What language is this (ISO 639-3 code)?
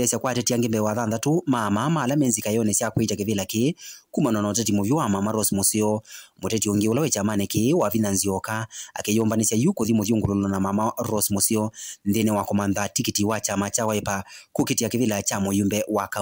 kam